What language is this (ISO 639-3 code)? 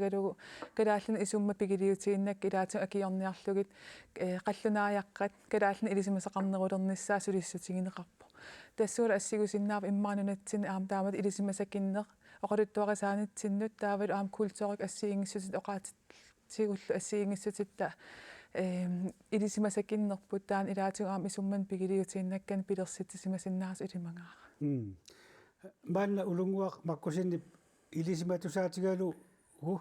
kal